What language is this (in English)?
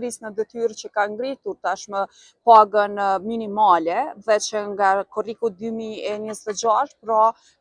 Albanian